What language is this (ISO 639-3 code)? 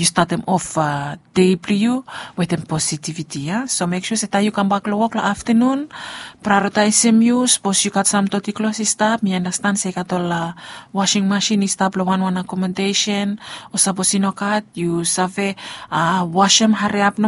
bis